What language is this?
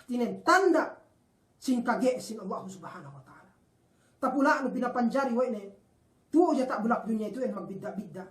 Yakan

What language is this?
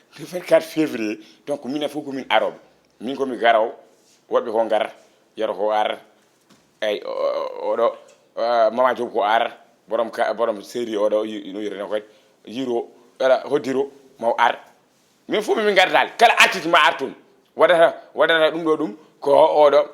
Fula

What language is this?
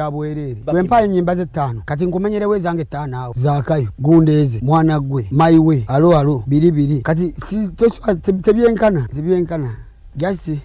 Ganda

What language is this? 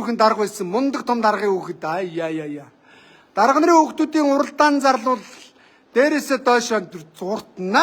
Mongolian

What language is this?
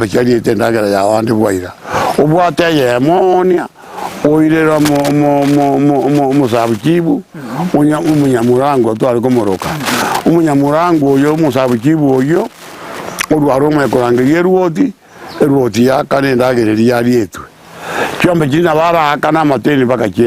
Gusii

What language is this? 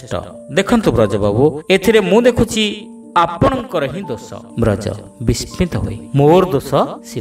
Odia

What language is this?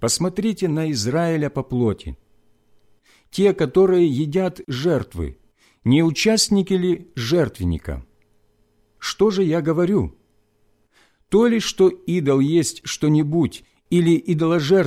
Russian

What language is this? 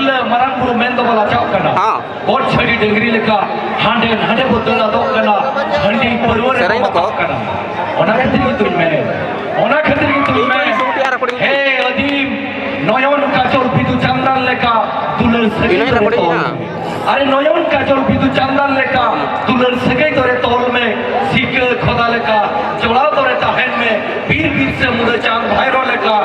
Santali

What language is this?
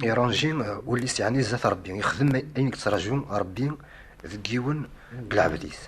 Kabyle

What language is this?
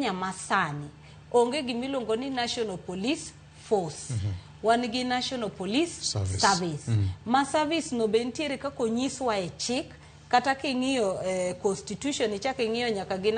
Luo (Kenya and Tanzania)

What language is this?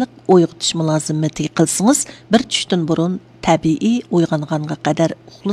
Uyghur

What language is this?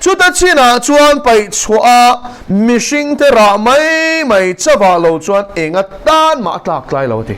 Mizo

